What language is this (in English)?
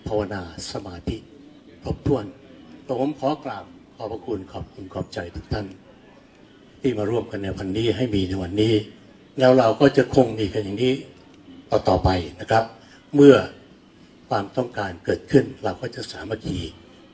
Thai